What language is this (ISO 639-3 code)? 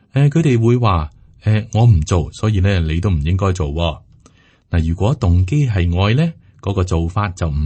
yue